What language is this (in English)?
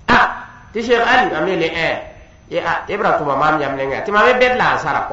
Mossi